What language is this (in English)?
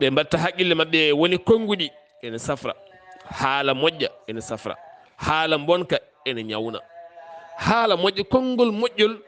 Fula